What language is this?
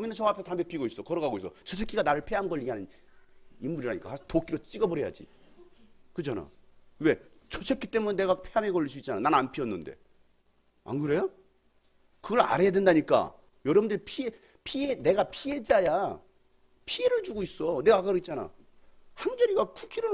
Korean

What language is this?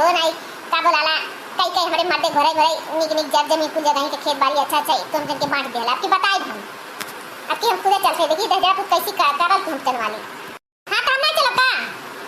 Awadhi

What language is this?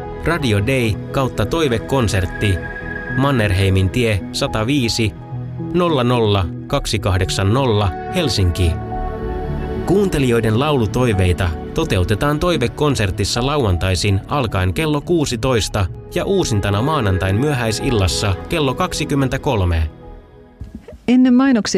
Finnish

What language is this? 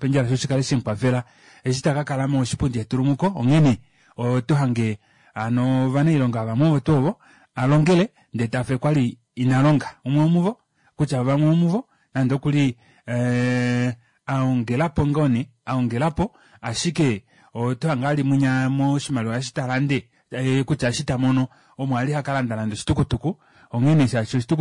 Kuanyama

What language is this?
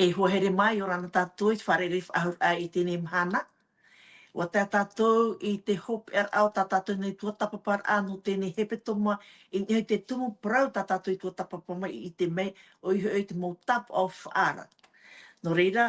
Tahitian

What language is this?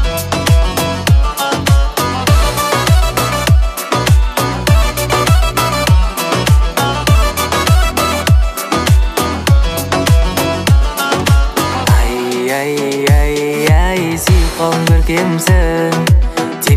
Kazakh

